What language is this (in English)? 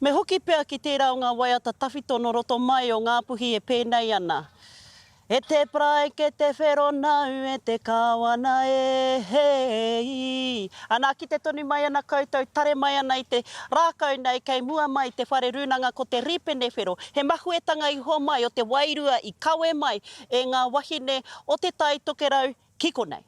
Māori